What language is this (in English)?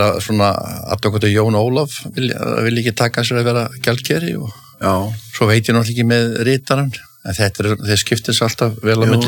Icelandic